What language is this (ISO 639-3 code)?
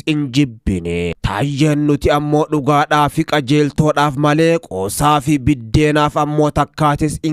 orm